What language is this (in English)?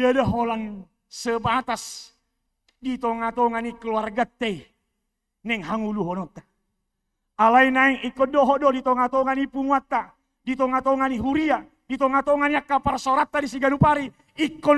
Batak Toba